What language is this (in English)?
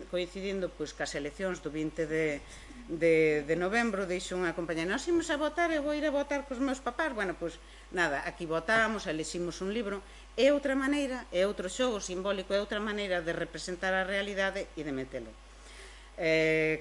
Galician